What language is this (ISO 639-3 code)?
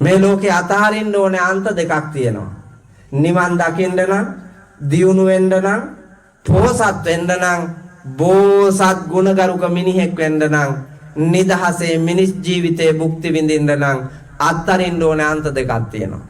sin